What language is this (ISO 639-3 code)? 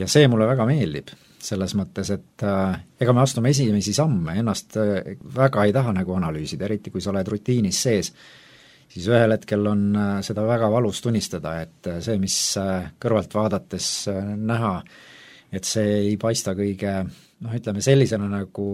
est